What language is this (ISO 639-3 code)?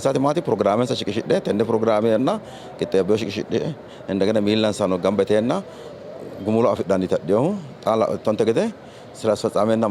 sid